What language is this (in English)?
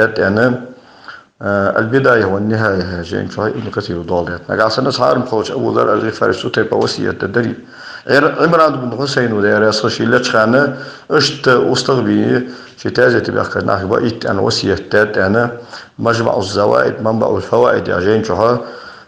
Ingush